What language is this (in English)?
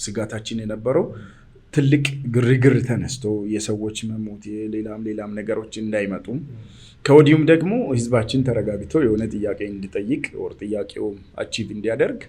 Amharic